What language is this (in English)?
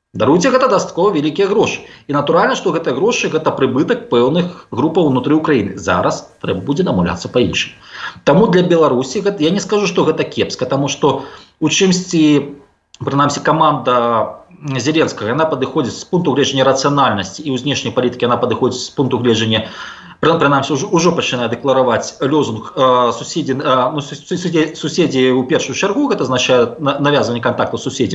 Belarusian